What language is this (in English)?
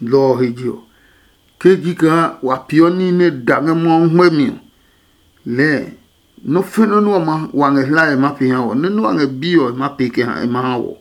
Adangme